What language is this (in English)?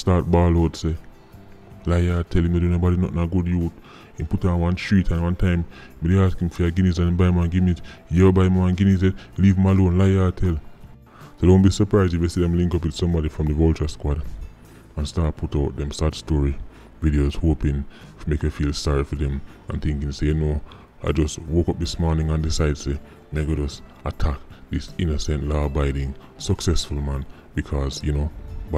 Jamaican Creole English